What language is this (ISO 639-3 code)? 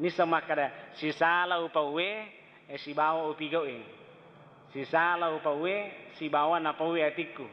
bug